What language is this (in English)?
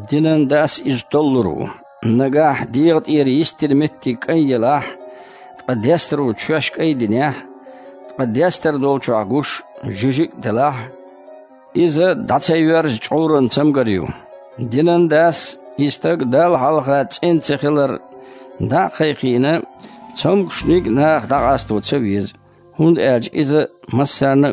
Chechen